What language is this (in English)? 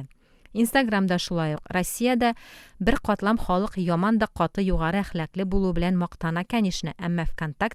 Tatar